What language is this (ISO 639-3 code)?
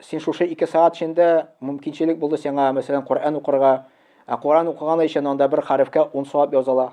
tat